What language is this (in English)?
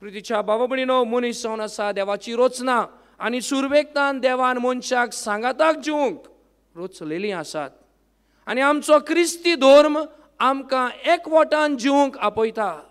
Konkani